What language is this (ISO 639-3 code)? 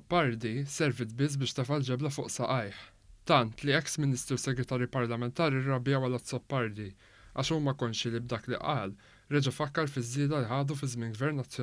mlt